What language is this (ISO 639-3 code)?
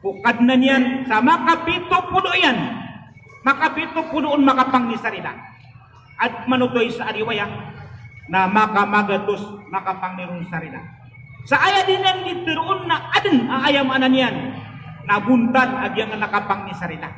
mrw